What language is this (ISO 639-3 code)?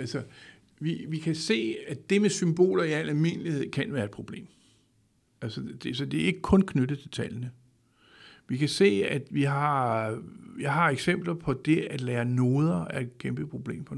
dan